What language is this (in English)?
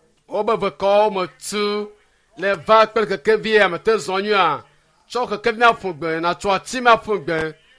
Ewe